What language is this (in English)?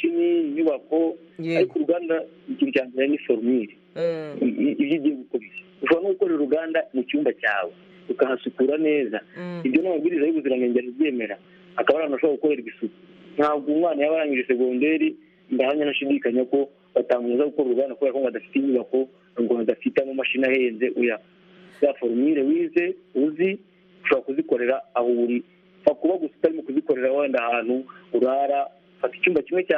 Kinyarwanda